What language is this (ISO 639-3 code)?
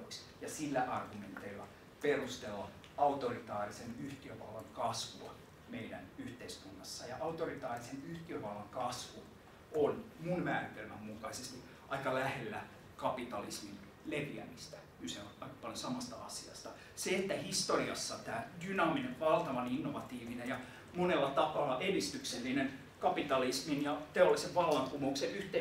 fin